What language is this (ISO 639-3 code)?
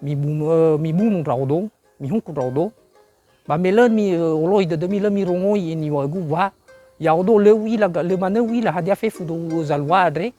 nia